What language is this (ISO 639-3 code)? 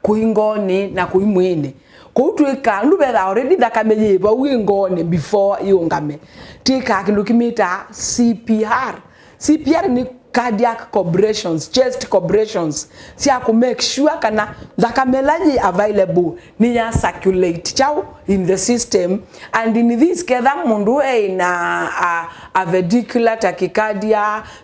kam